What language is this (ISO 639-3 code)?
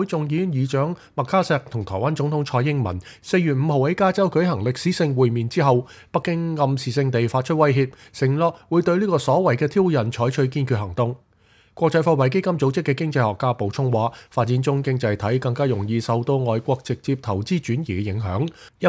yue